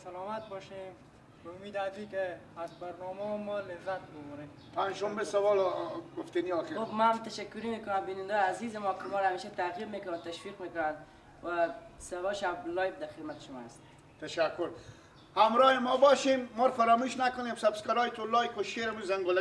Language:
Persian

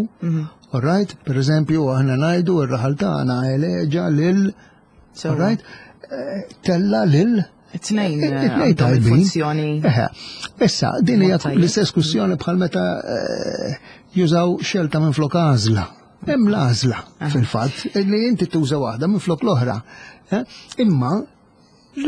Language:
Maltese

